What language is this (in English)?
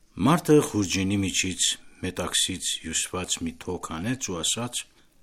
Armenian